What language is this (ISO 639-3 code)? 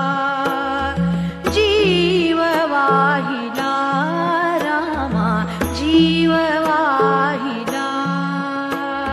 mar